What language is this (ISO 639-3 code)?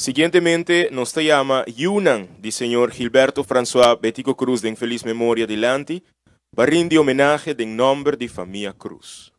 pap